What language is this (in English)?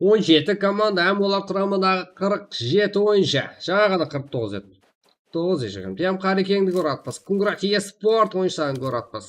Kara-Kalpak